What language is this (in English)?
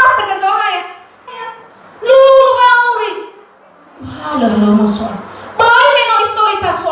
Nias